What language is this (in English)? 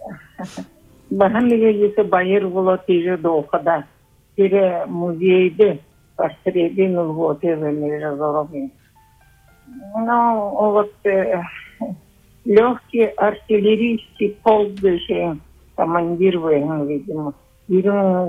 Buriat